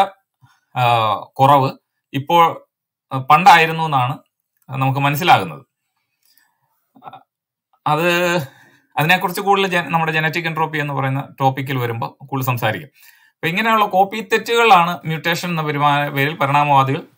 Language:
Malayalam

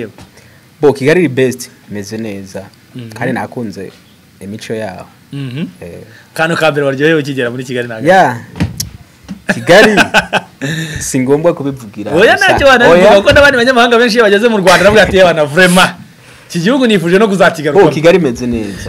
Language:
Kinyarwanda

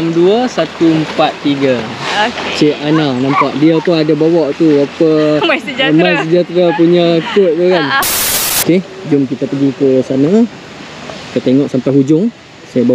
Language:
Malay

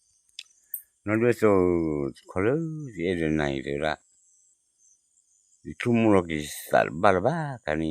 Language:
S'gaw Karen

